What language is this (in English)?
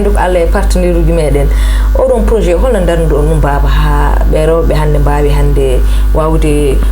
Fula